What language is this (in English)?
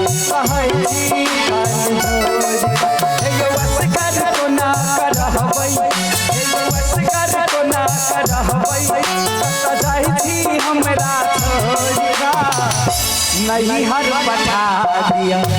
Maithili